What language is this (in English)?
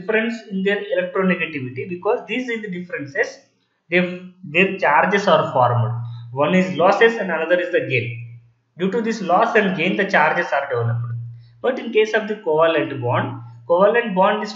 English